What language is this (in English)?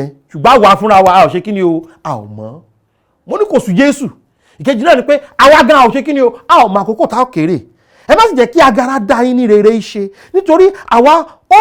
Yoruba